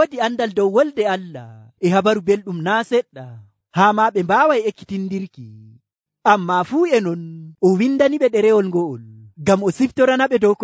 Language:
Nigerian Fulfulde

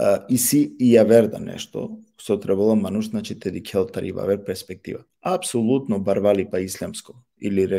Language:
Balkan Romani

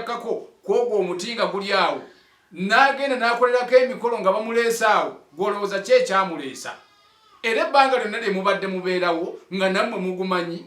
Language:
Ganda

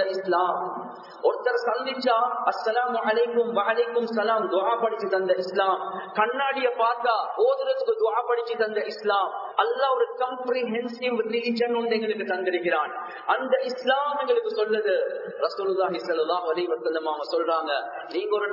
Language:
Tamil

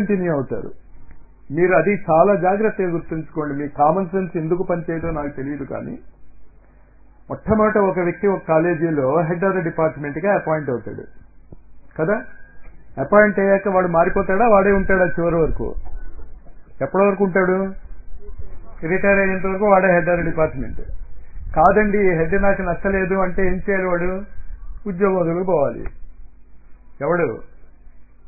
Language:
Telugu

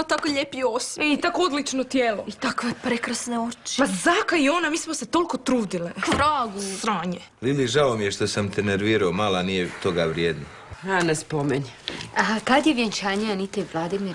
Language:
Croatian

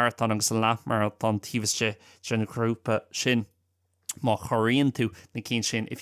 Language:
Irish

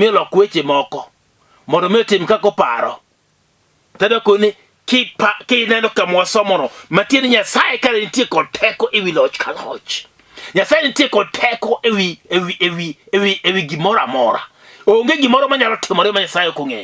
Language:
Luo (Kenya and Tanzania)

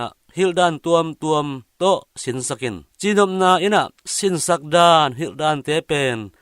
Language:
Tedim Chin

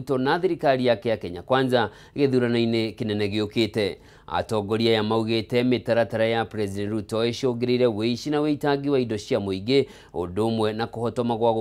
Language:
Kikuyu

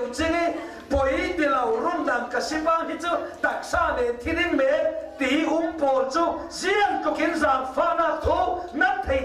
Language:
Falam Chin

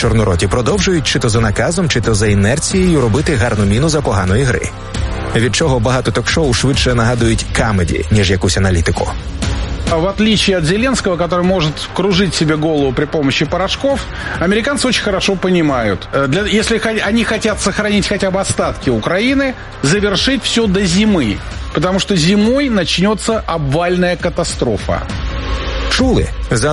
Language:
Ukrainian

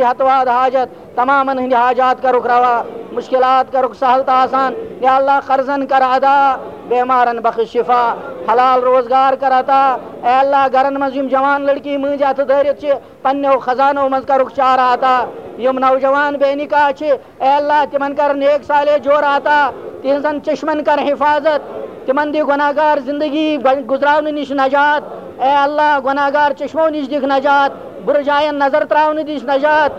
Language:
Kashmiri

